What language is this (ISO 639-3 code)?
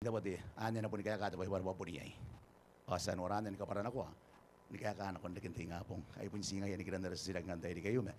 gil